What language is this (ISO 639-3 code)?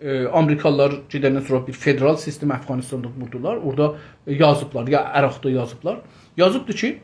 azb